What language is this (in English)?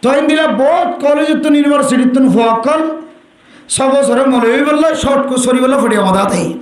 Rohingya